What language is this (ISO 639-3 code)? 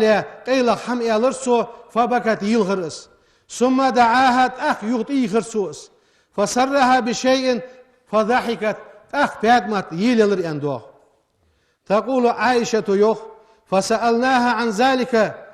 inh